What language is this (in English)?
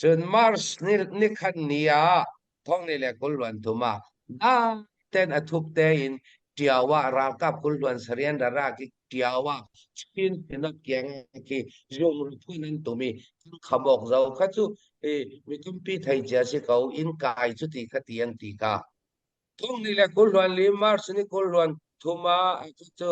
Hakha Chin